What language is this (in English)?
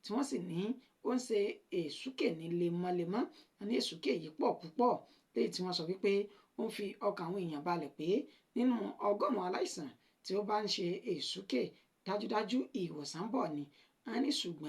Yoruba